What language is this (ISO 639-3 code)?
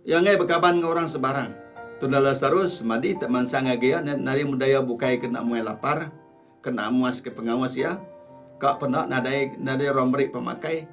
iba